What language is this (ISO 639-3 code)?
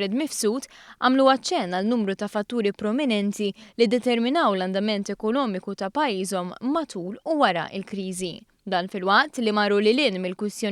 mlt